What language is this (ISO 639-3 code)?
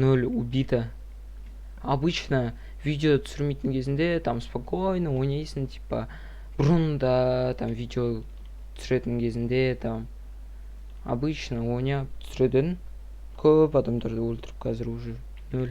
kaz